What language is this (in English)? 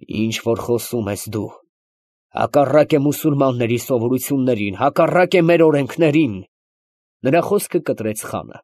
Armenian